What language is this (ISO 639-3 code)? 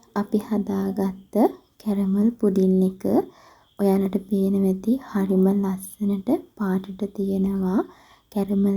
sin